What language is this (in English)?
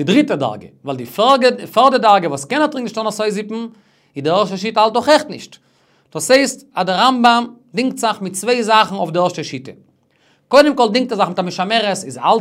Yiddish